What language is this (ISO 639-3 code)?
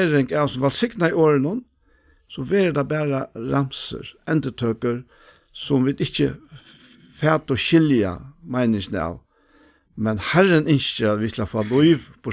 fao